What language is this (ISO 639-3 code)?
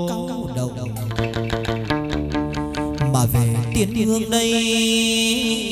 vie